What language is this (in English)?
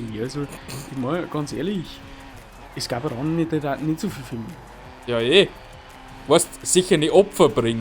Bavarian